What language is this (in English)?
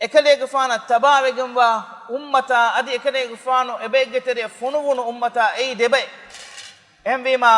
Divehi